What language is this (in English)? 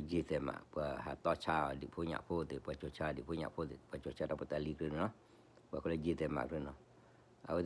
S'gaw Karen